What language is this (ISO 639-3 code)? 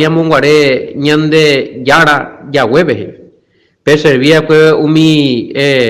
grn